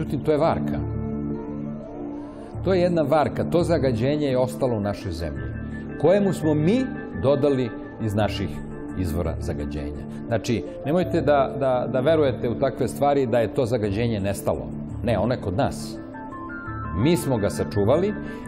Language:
Serbian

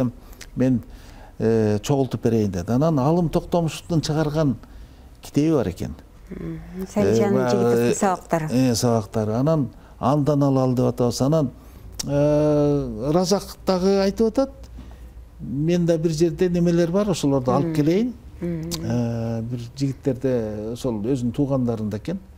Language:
Kyrgyz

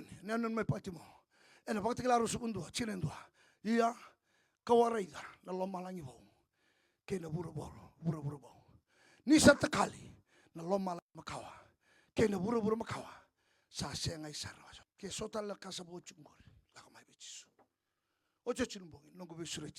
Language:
Fijian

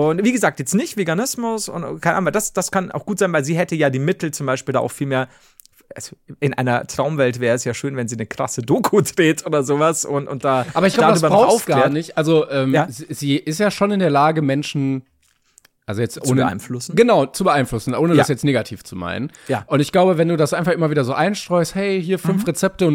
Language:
German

